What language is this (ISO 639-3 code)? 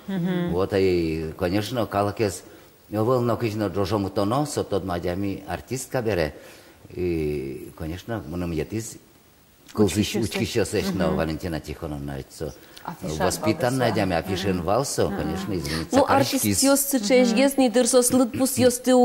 udm